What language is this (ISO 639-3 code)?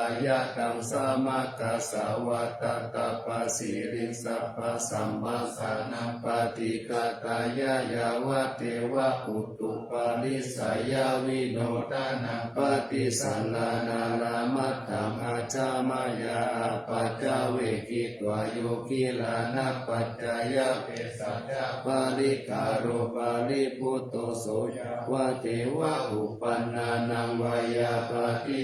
pli